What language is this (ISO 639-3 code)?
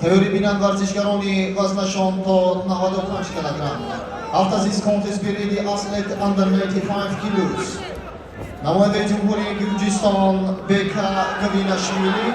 tgk